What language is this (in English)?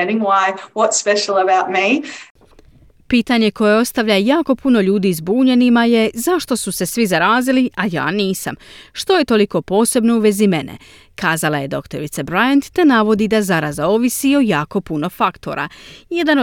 Croatian